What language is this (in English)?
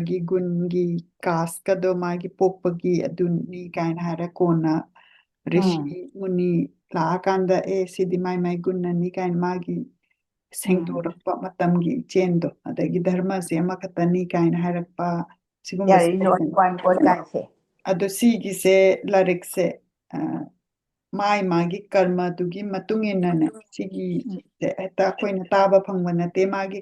Manipuri